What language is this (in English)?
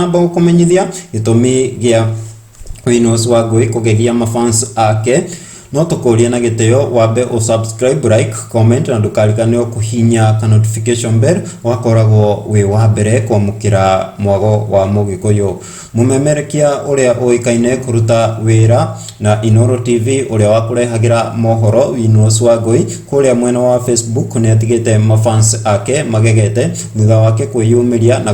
Kikuyu